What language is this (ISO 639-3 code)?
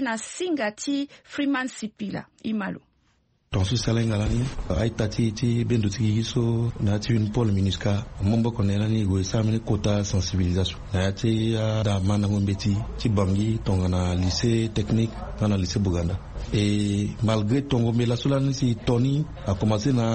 sag